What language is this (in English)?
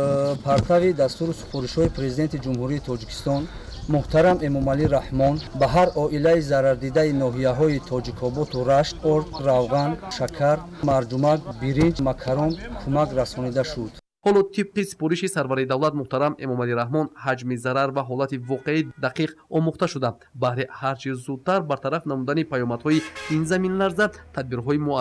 Tajik